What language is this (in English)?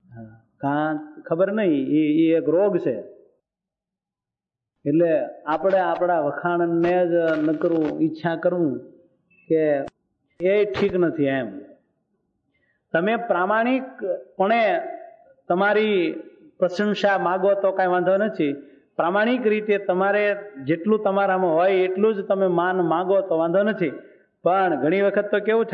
Gujarati